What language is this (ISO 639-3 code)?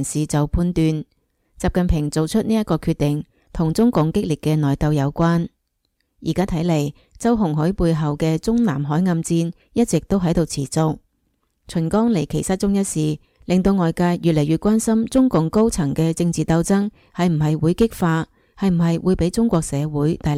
yue